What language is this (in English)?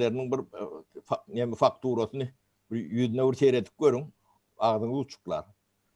Turkmen